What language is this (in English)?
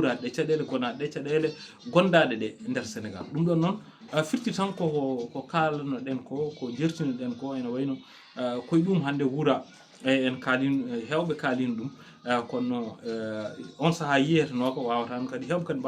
Fula